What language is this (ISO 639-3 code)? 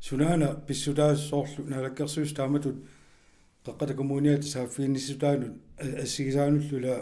kal